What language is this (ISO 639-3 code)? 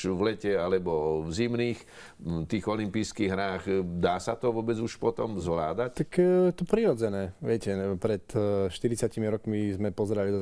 slk